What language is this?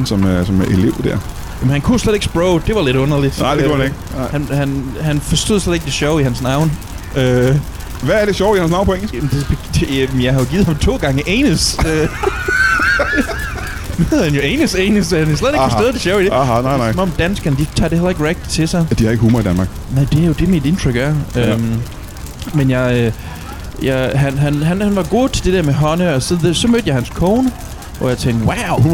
Danish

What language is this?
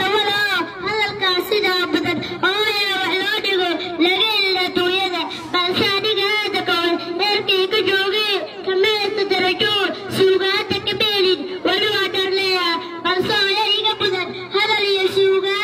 Somali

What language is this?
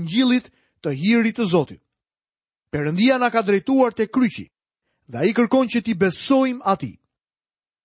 Albanian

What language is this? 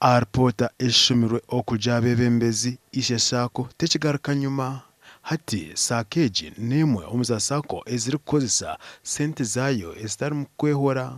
Nyankole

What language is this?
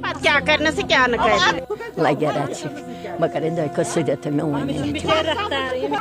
Kashmiri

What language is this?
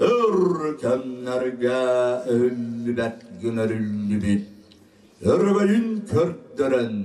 Yakut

